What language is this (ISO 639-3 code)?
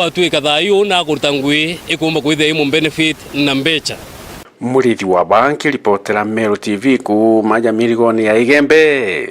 mer